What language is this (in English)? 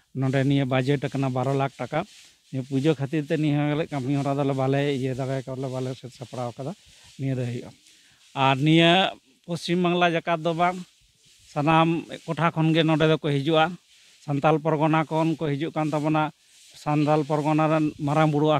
Santali